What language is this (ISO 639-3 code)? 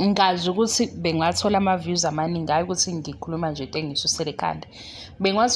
zul